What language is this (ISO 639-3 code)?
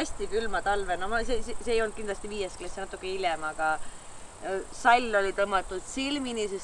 est